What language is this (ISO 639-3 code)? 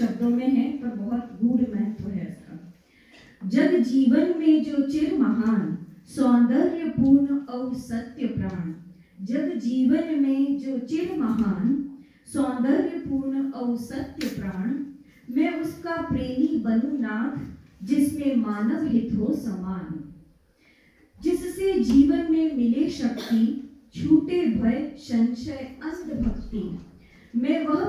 hin